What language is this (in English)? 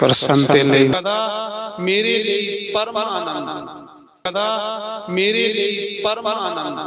Dogri